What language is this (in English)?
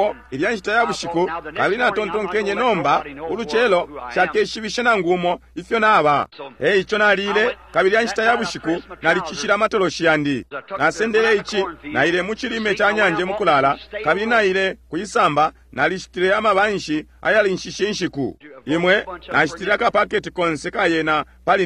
Bemba